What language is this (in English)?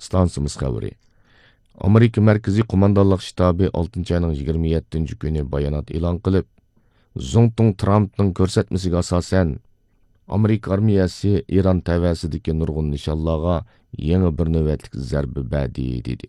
Uyghur